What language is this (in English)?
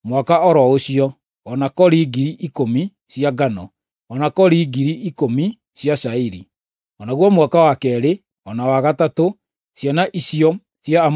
Kikuyu